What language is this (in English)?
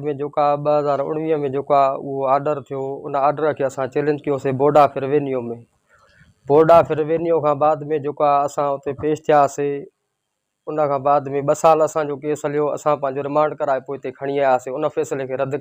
Sindhi